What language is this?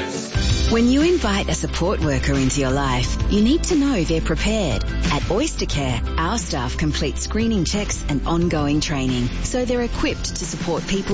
English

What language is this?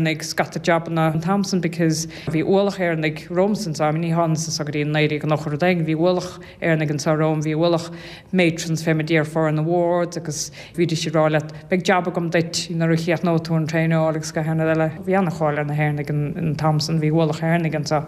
Irish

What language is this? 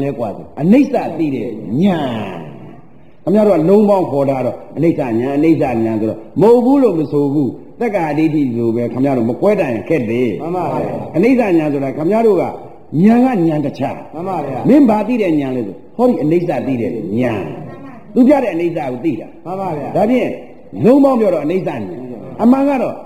Burmese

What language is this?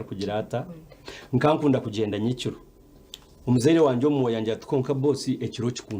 Nyankole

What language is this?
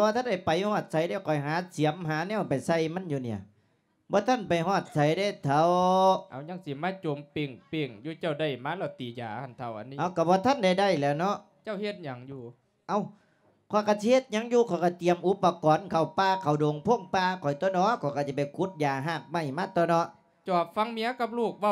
Lao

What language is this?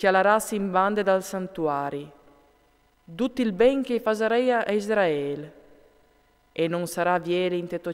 Friulian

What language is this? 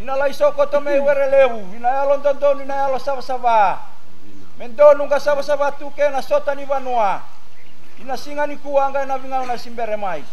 Fijian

